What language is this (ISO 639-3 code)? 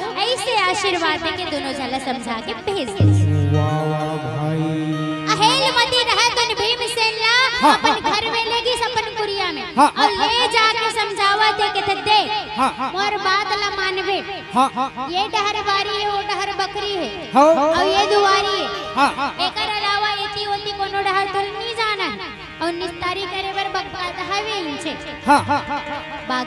hne